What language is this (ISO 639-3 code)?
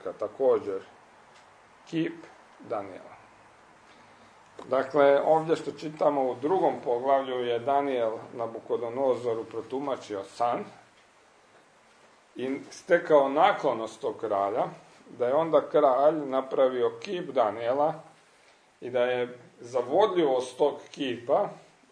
hrv